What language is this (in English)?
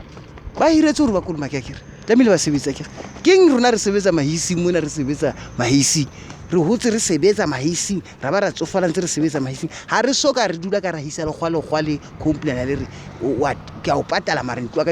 Southern Sotho